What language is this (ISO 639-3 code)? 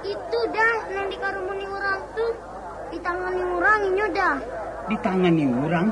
min